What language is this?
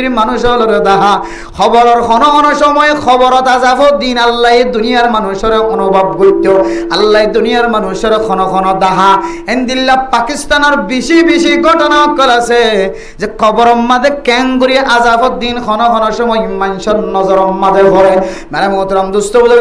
Rohingya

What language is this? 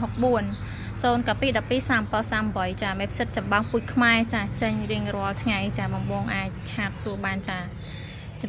Khmer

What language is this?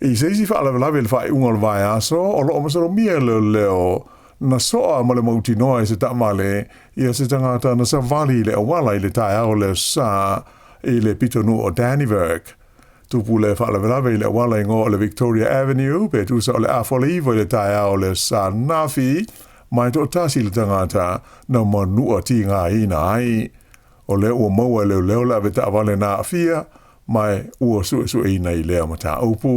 Samoan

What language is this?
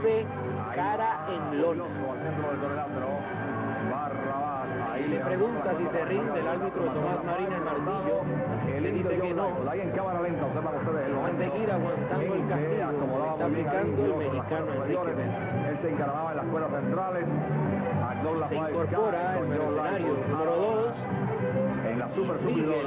Spanish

